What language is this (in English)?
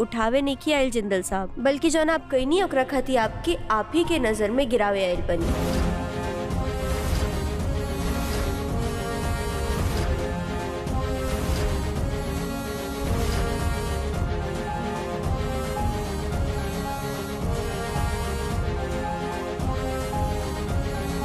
Bhojpuri